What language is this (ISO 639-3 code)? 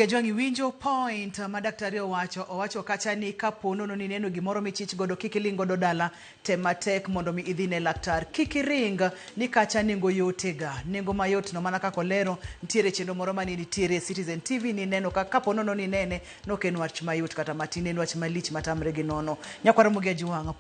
luo